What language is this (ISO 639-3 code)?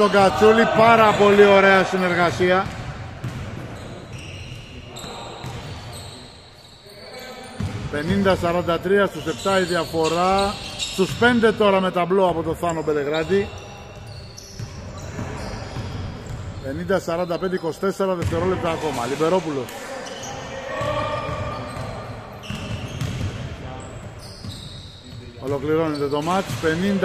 ell